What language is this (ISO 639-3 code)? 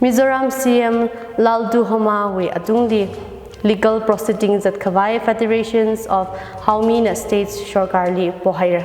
nmf